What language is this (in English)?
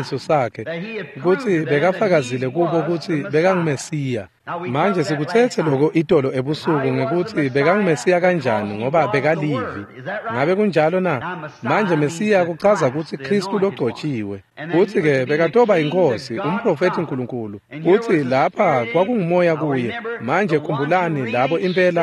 Swati